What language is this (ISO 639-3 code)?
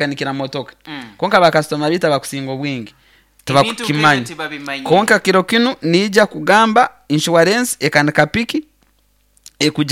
nyo